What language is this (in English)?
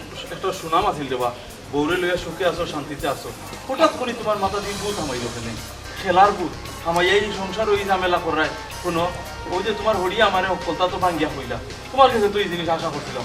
Sylheti